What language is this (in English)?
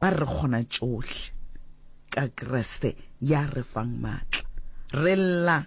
Northern Sotho